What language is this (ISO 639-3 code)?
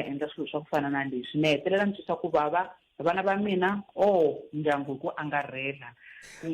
tso